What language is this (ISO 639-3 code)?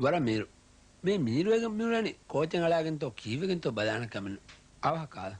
div